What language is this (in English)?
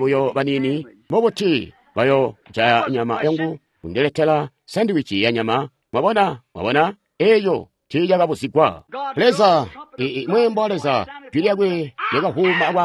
Tonga (Zambia)